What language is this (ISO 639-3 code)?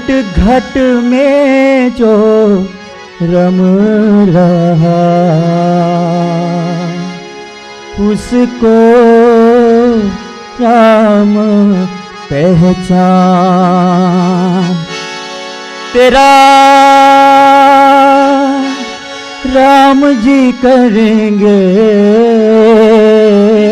hin